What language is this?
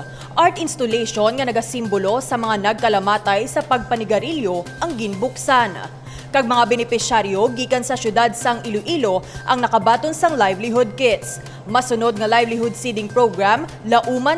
Hiligaynon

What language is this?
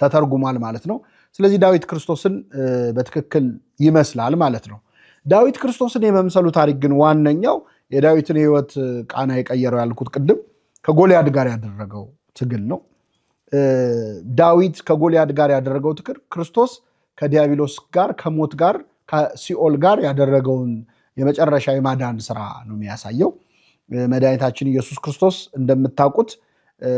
Amharic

